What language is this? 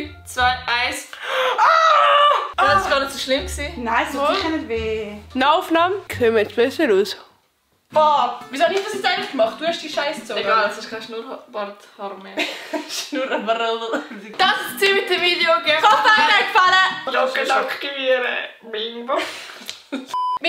Swiss German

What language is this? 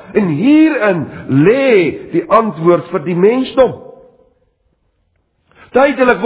Afrikaans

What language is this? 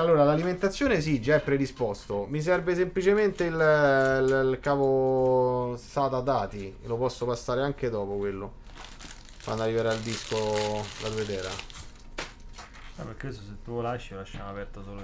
Italian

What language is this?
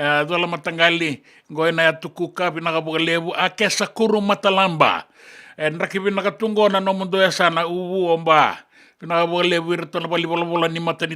Fijian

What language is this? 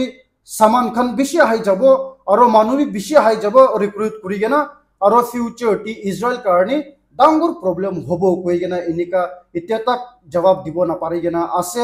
Naga Pidgin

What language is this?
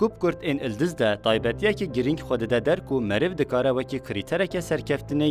Kurdish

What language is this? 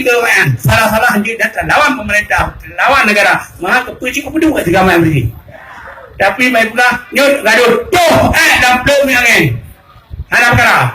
Achinese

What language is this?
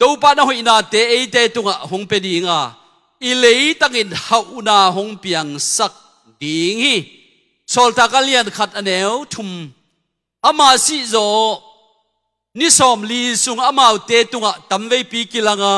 Tedim Chin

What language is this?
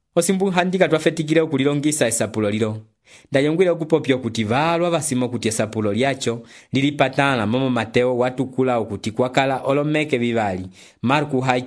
Umbundu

